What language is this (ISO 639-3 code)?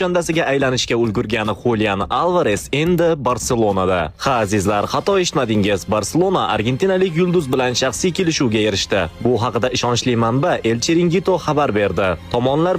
uzb